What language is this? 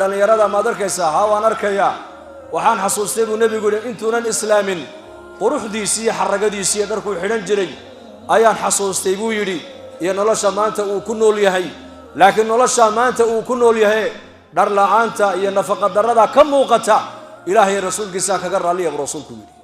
Somali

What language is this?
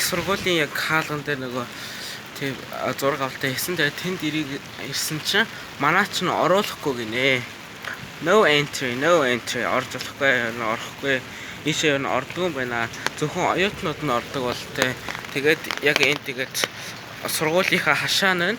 Mongolian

